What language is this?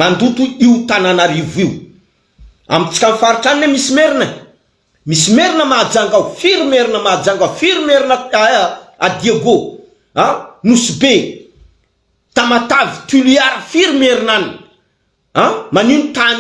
Malagasy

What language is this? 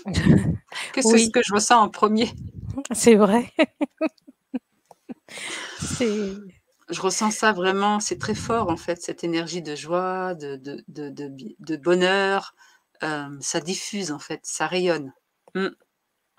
French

